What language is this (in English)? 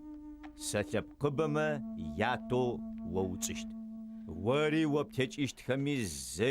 Adyghe